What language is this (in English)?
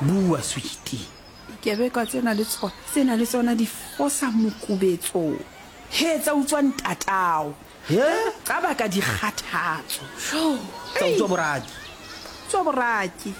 Southern Sotho